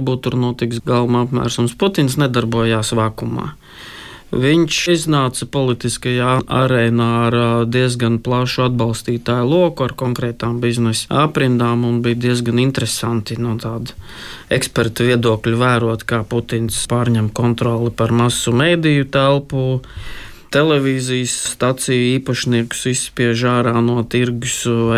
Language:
Latvian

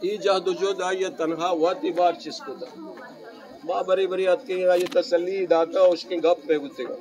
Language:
Eastern Balochi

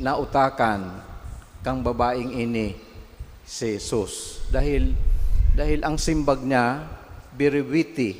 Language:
Bikol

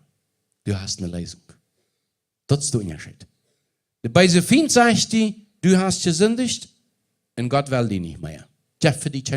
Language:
Plautdietsch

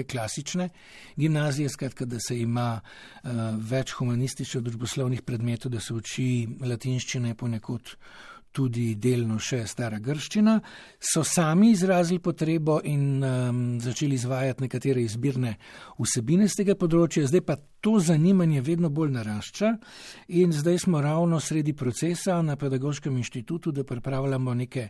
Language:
Slovenian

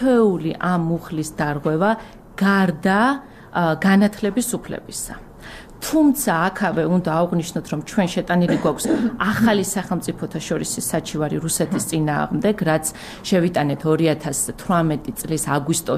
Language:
Georgian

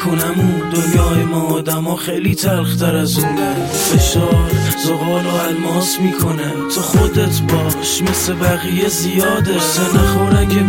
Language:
Persian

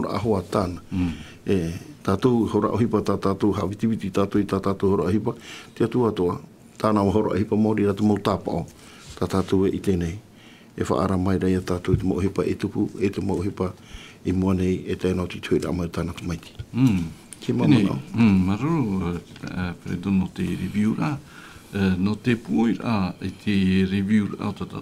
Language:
Tahitian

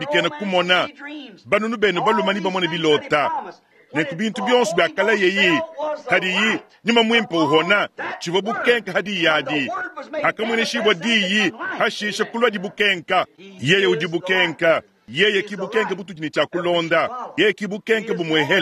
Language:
Luba-Lulua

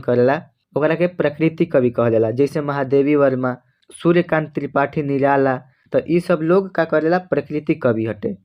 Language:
Bhojpuri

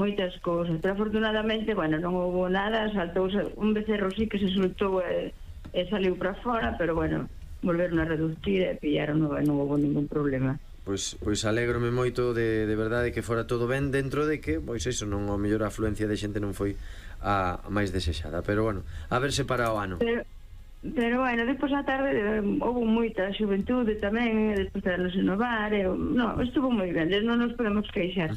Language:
Galician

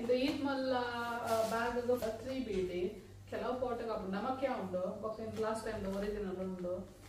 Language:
Tulu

